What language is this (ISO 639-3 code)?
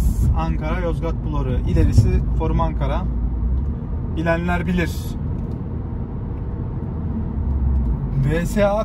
tur